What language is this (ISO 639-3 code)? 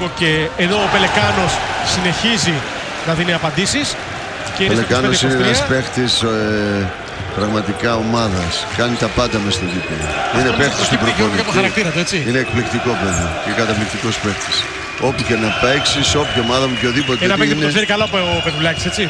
ell